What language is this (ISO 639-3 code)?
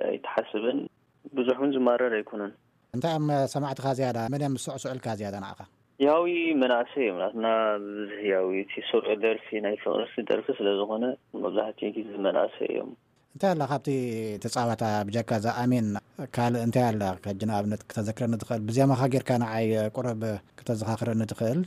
tir